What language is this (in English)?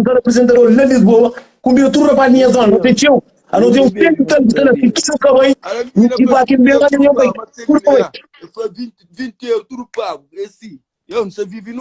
Kabuverdianu